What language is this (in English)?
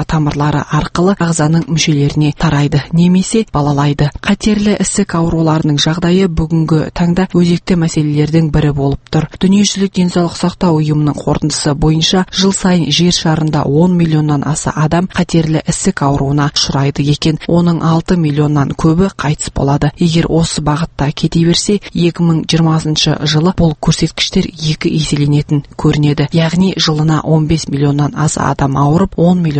Kazakh